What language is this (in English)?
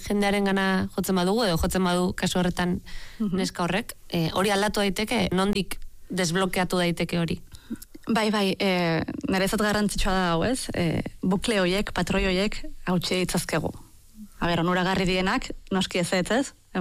Basque